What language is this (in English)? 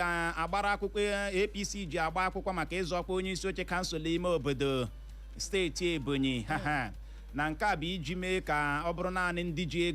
Igbo